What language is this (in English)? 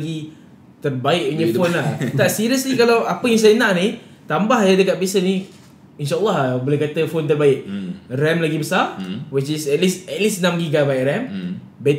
Malay